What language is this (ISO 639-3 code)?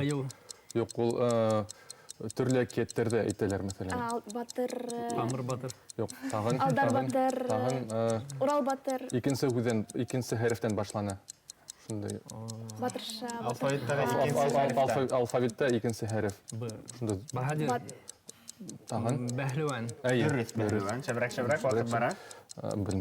bak